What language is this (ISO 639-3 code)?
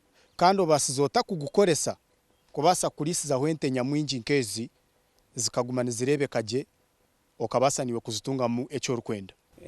nyn